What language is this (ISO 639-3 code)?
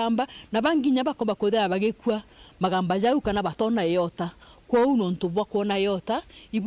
mer